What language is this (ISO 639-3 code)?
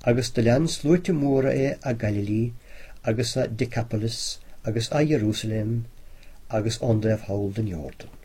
gle